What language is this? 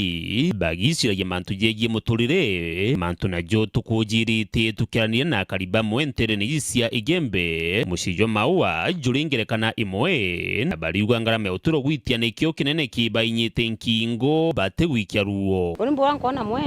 Meru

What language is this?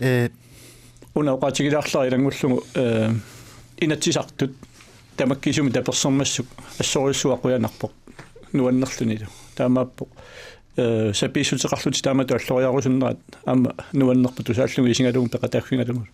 Kalaallisut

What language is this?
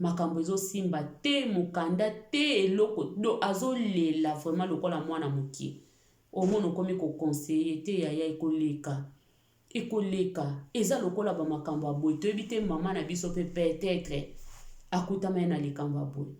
Lingala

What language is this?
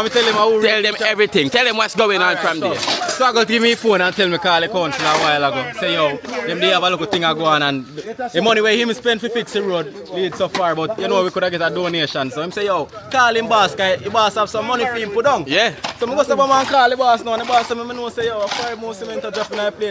Jamaican Creole English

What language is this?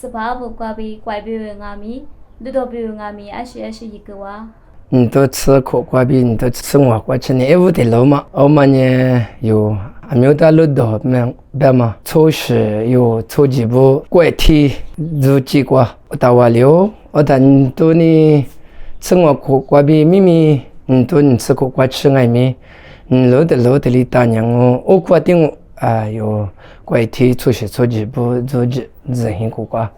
Lisu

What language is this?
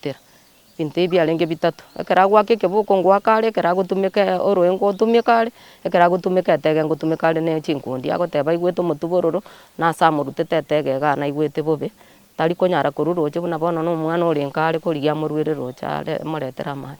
Gusii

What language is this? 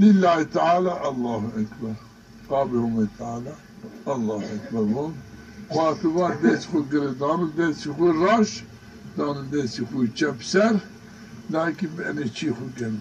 Zaza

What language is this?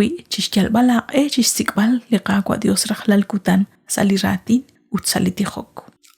Kekchí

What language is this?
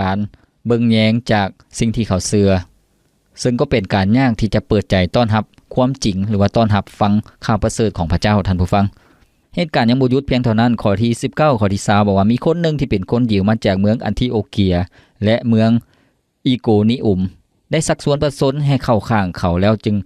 Lao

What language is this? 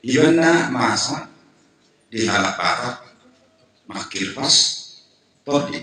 Batak Toba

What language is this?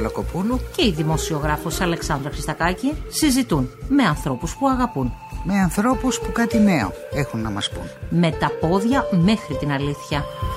Greek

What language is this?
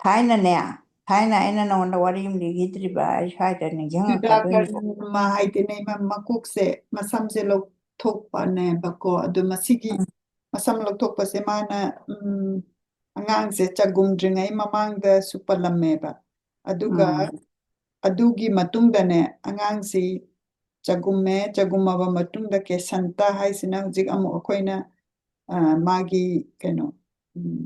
Manipuri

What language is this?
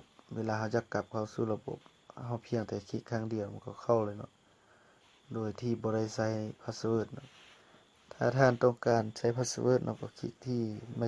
Lao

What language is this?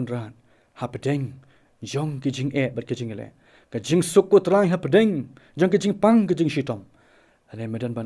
Khasi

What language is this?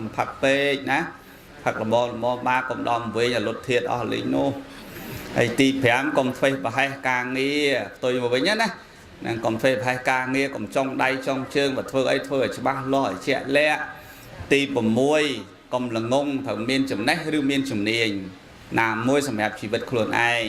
Khmer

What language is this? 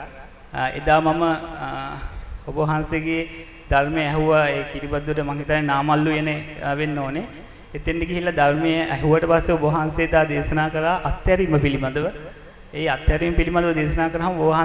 Sinhala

